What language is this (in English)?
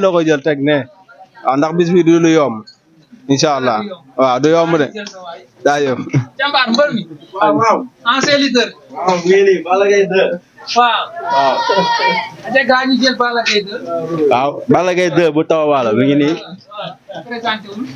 Wolof